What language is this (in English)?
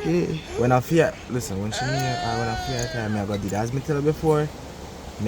Jamaican Creole English